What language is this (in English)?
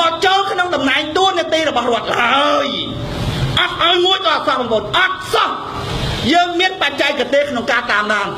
Khmer